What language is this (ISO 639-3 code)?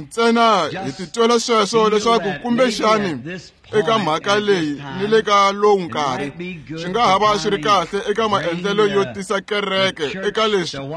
tso